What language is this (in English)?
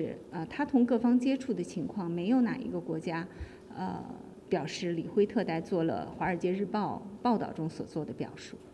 Chinese